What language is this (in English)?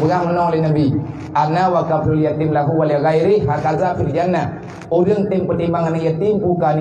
Achinese